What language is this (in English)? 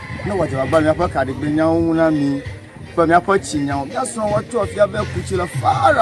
Ewe